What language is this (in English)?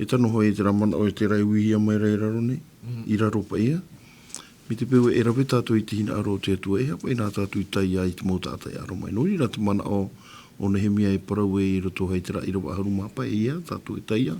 Tahitian